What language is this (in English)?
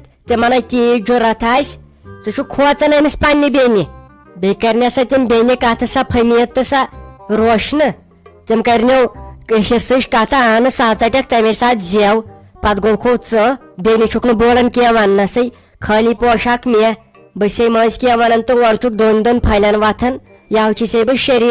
Kashmiri